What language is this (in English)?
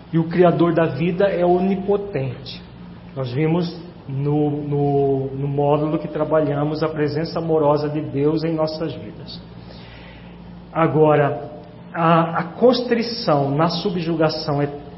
Portuguese